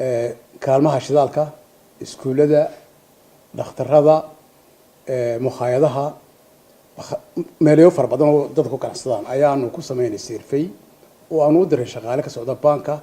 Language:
Somali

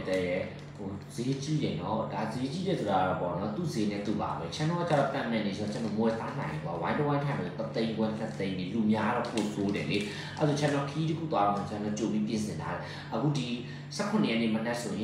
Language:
Burmese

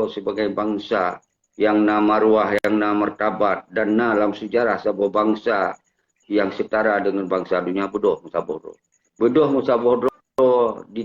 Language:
Achinese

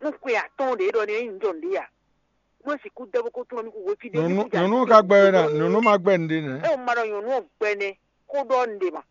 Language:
Fon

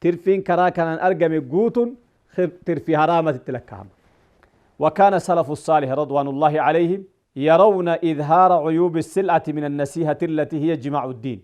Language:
Oromo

